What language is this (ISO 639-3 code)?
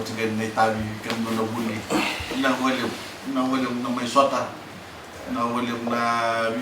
fij